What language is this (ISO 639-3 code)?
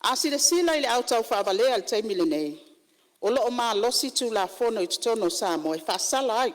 smo